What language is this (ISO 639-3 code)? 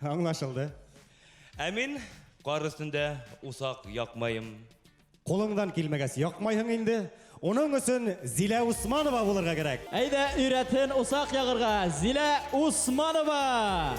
bak